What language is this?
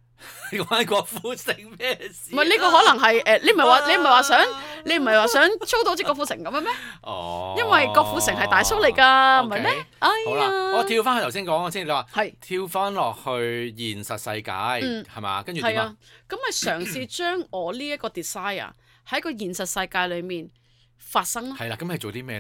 Cantonese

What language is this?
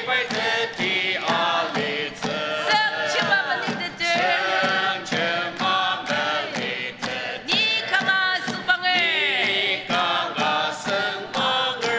Ao Naga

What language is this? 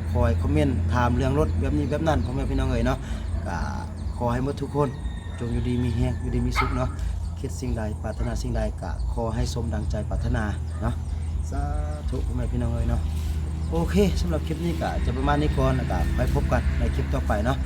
Lao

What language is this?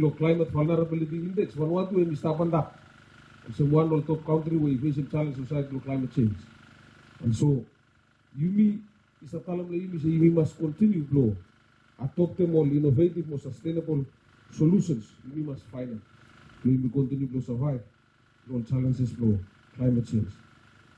Bislama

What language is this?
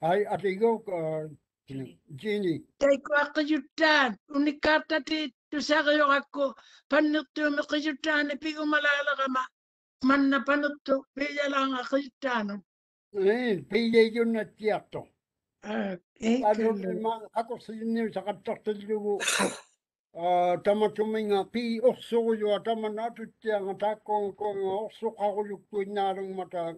Māori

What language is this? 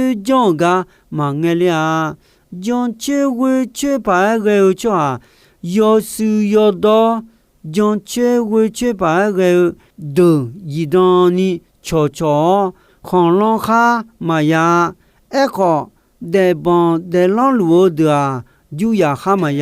Akha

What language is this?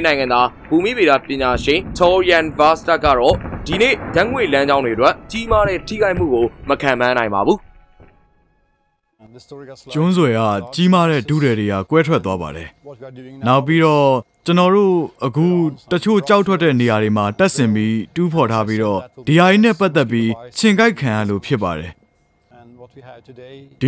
Burmese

